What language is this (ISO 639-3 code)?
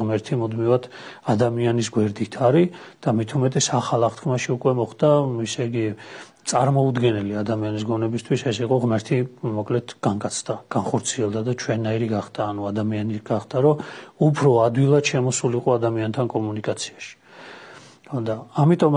kat